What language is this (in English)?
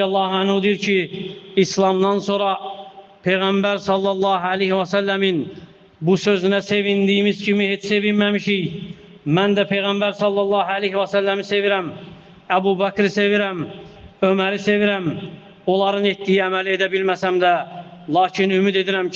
Azerbaijani